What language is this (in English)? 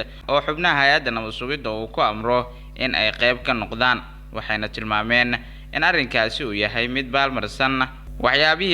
Somali